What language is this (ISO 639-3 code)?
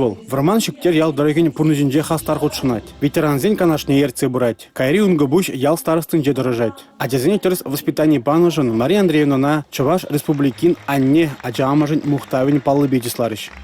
chv